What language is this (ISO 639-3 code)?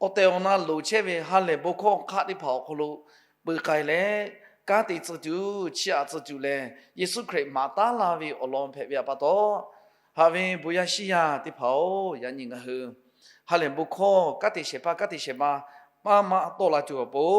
lhu